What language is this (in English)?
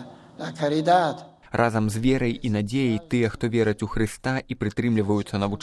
Belarusian